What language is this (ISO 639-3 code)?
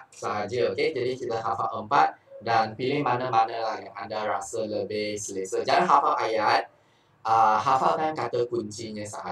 msa